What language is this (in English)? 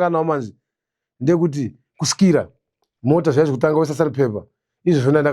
Shona